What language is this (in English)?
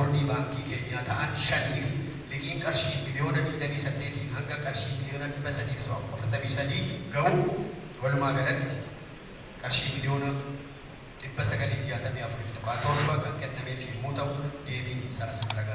Oromo